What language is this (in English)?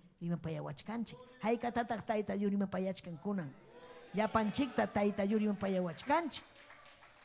Ayacucho Quechua